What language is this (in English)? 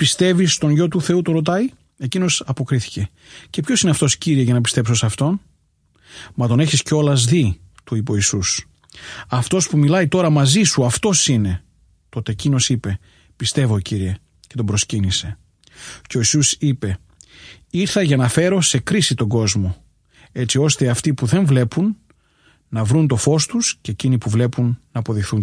Greek